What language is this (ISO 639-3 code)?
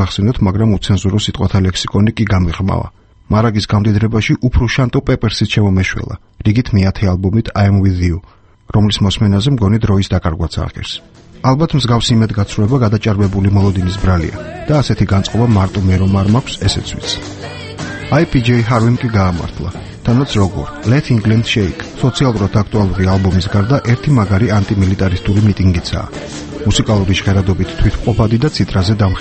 kat